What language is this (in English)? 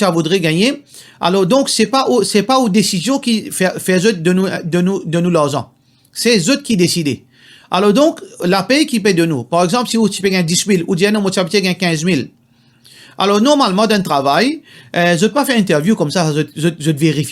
Morisyen